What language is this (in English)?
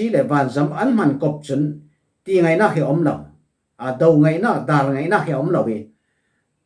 Falam Chin